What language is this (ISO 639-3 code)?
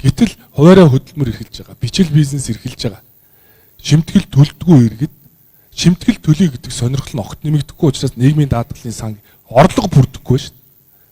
mon